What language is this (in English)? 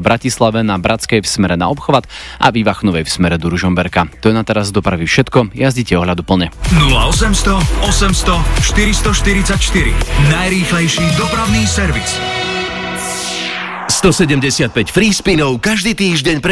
Slovak